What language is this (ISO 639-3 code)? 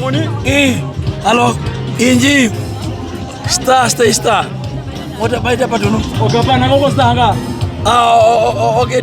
her